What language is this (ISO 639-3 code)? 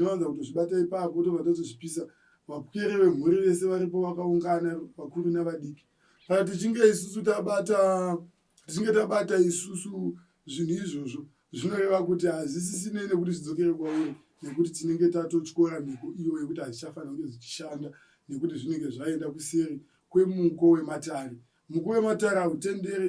sna